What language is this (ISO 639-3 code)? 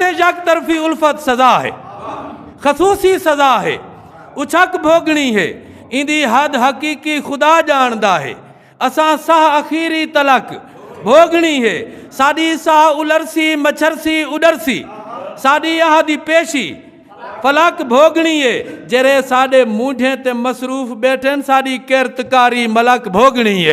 skr